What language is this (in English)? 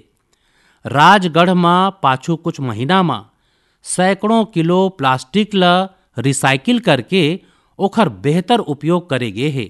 Chhattisgarhi